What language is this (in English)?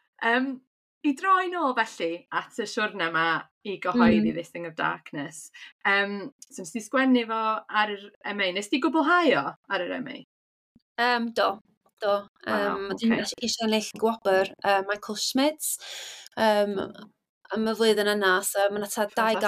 Welsh